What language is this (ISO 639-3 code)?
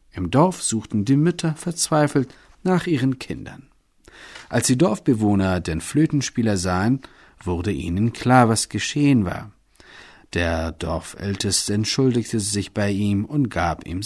deu